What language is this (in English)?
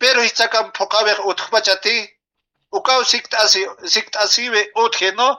Aymara